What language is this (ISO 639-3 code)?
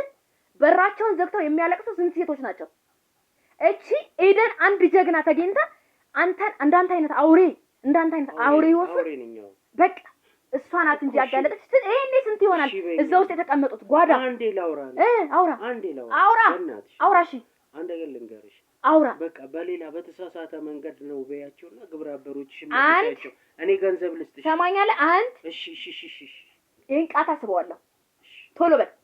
amh